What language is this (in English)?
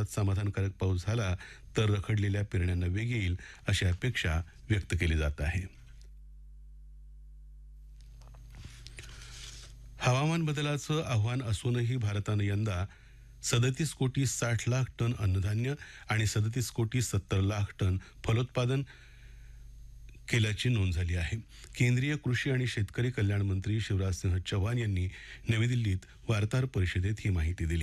Marathi